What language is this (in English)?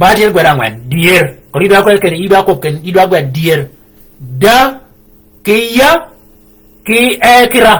Shilluk